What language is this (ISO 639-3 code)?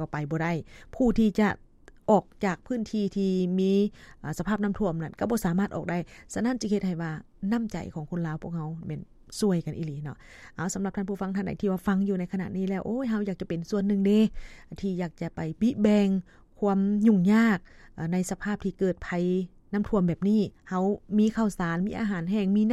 lao